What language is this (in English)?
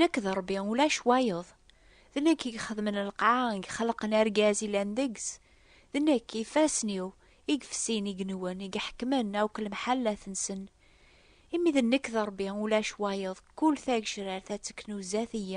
Kabyle